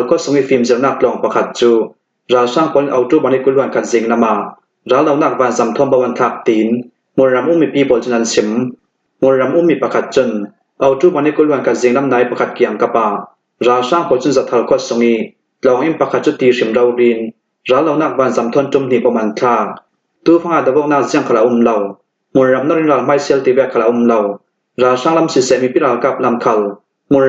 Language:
Falam Chin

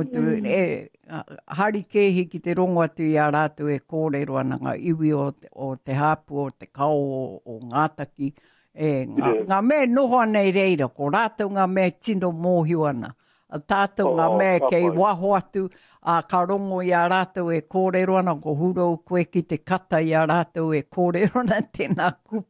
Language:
Māori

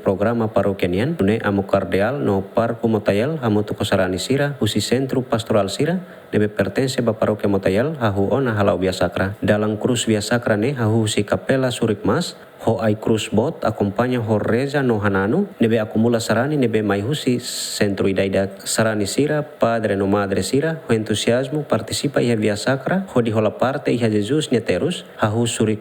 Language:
Tetum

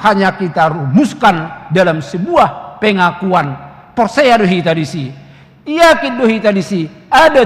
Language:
Batak Toba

